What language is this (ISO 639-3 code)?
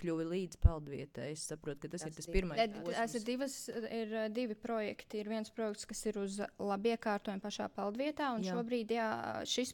lav